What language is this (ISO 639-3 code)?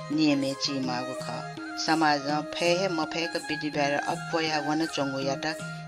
new